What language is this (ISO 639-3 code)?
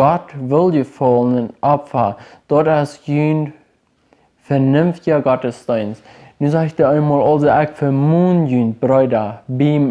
pdt